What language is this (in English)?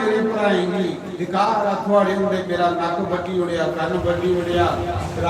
Dogri